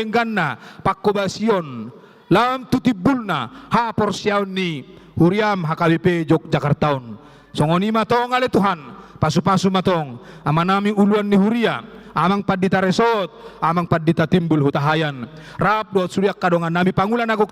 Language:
Batak Toba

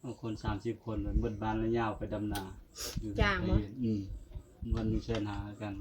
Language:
Northeastern Thai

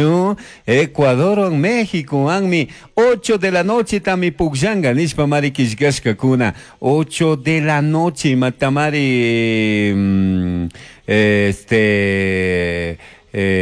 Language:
Chimborazo Highland Quichua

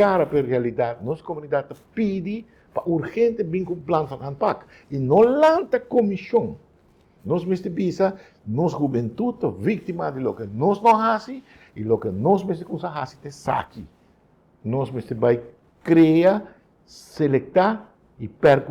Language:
Papiamento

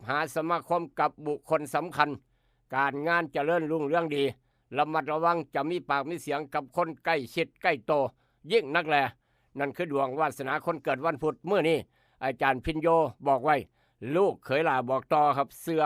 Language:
Northeastern Thai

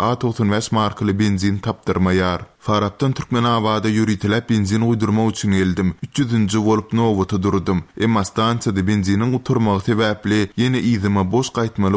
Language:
Turkmen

